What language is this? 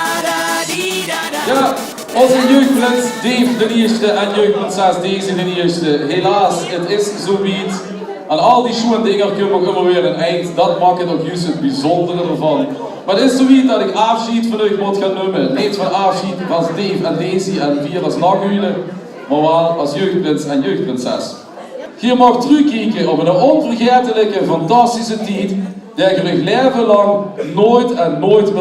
Limburgish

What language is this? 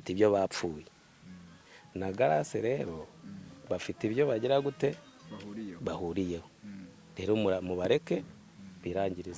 Kinyarwanda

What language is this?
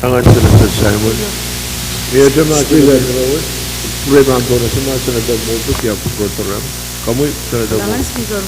Pohnpeian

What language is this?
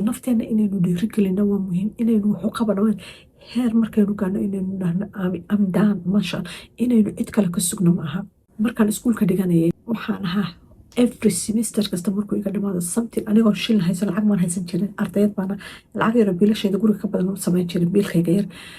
Somali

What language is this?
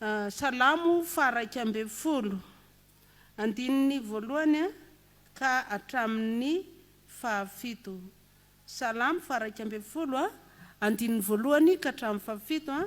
Malagasy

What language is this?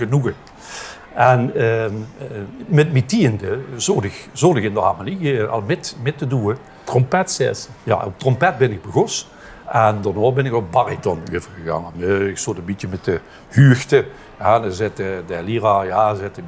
Limburgish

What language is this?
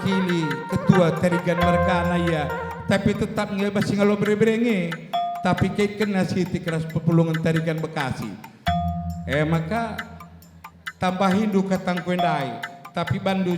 Batak Karo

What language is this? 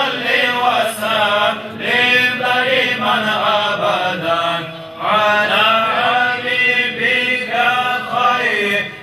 Kumyk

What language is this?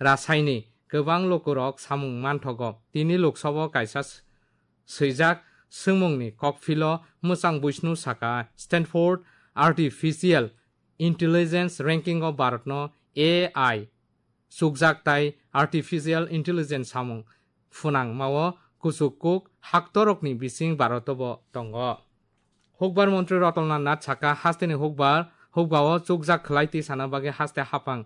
Kok Borok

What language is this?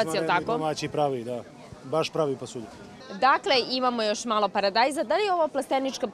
Serbian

